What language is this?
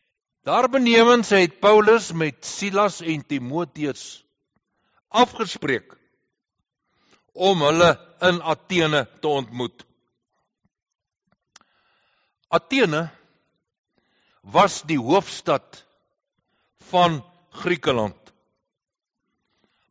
Afrikaans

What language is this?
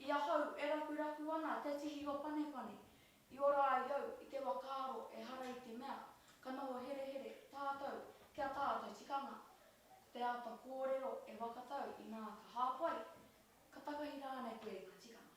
Māori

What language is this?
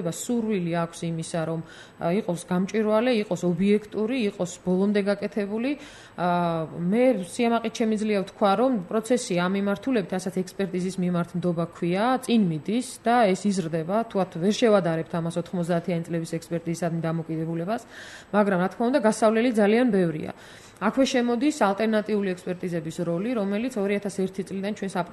Georgian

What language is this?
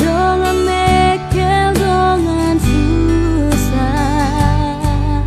Batak Toba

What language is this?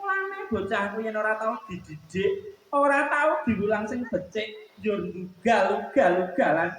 Javanese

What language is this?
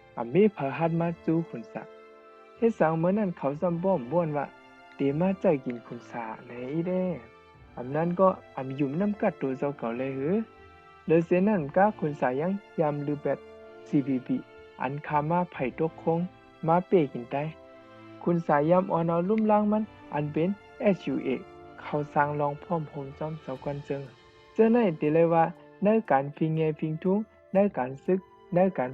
Shan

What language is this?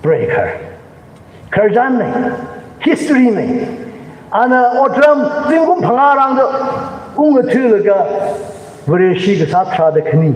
Tangkhul Naga (India)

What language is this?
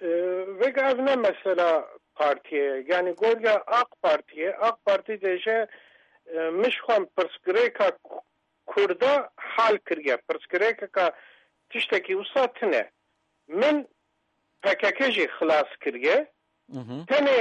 Kurdish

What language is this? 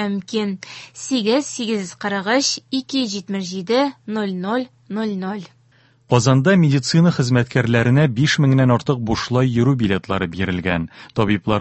Tatar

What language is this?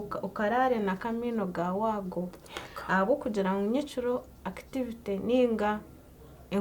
Nyankole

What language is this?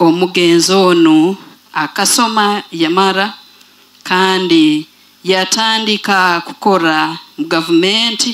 Nyoro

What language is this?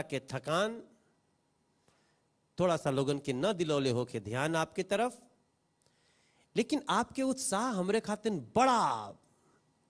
Bhojpuri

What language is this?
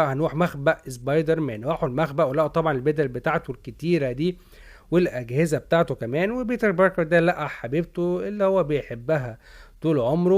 Egyptian Arabic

